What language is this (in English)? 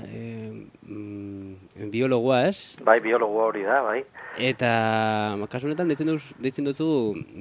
Basque